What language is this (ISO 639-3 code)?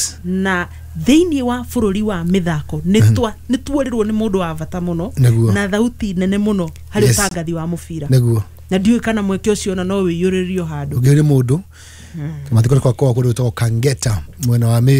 kik